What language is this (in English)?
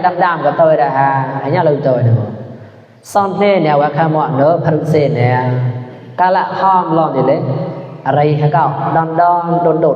Mon